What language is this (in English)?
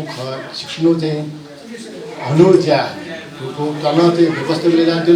Newari